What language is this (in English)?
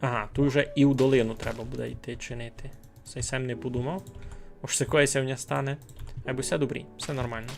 Rusyn